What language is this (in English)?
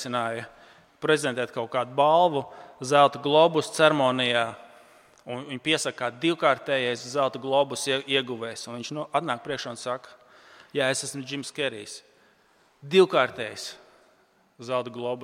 Latvian